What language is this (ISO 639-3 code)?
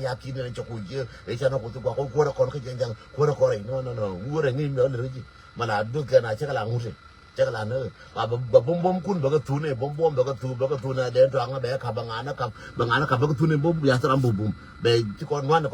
nus